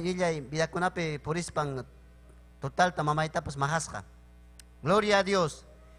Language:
Ayacucho Quechua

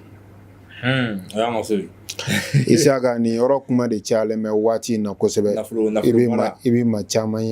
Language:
Bambara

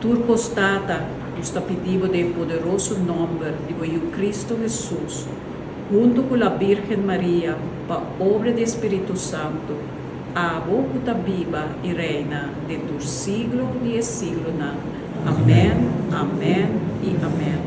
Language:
Papiamento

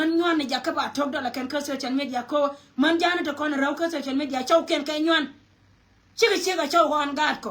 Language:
Nuer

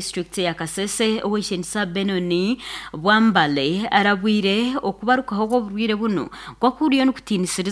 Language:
Nyankole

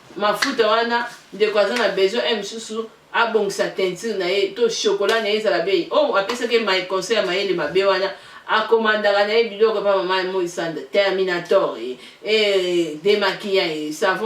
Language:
Lingala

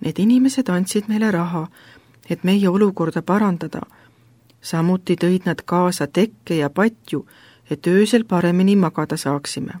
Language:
Estonian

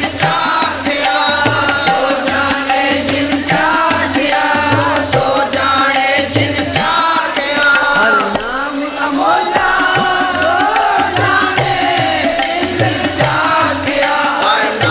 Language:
Punjabi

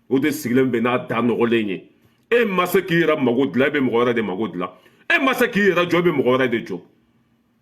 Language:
Bambara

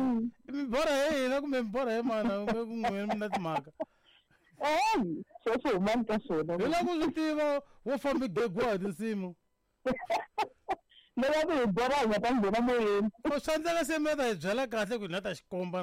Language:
Tsonga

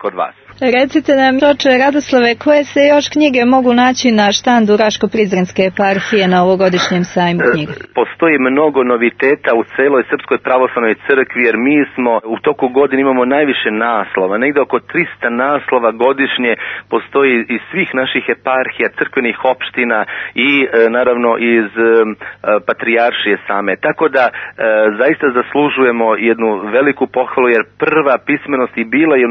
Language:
Serbian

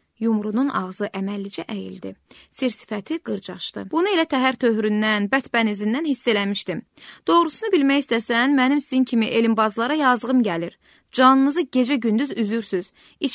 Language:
Azerbaijani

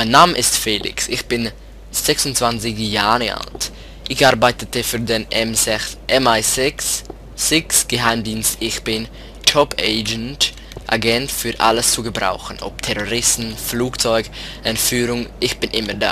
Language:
Swiss German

